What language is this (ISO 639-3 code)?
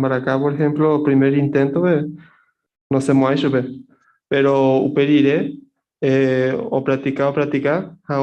grn